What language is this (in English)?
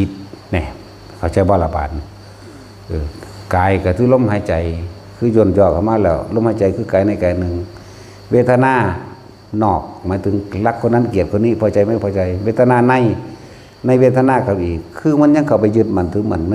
Lao